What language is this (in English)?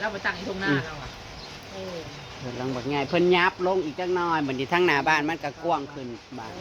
Northeastern Thai